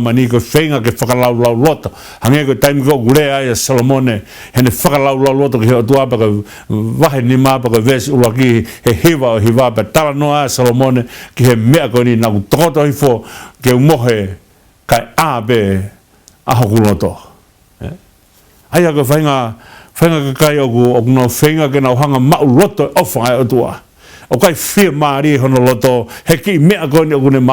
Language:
Tongan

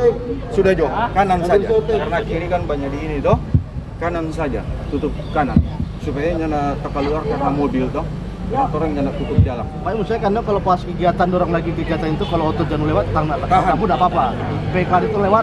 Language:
Manado Malay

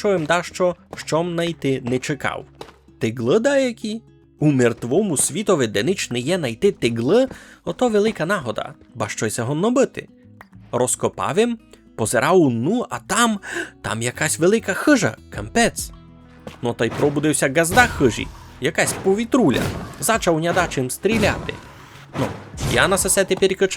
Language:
Rusyn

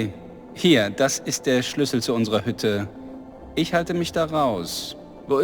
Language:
Bavarian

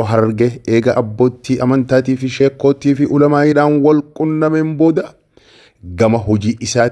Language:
Oromo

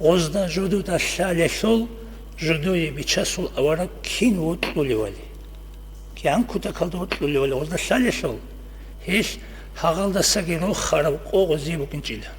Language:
Avaric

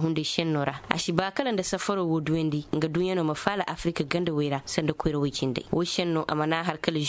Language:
Koyraboro Senni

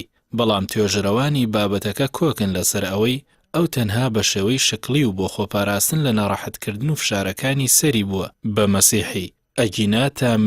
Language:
Central Kurdish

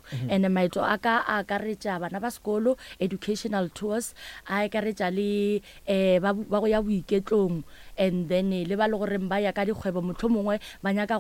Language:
Northern Sotho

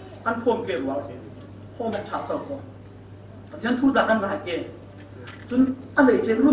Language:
Falam Chin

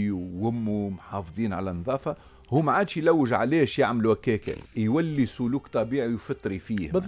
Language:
Tunisian Arabic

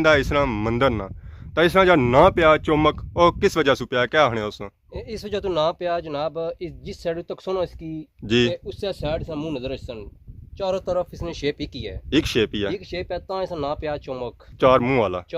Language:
Pahari-Potwari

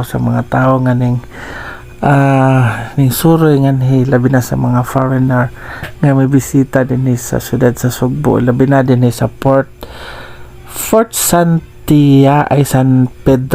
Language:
Cebuano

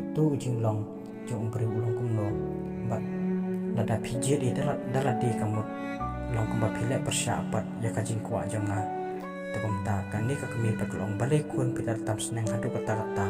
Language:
Khasi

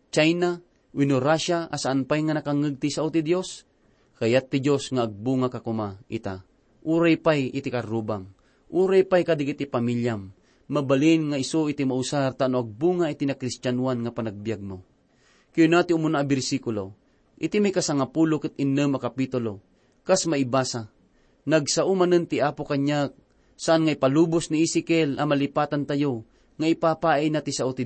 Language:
Iloko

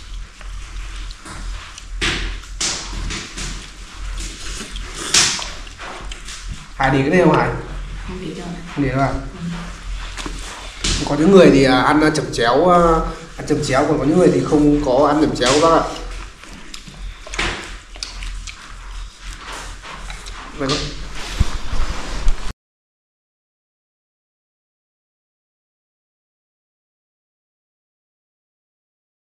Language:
Vietnamese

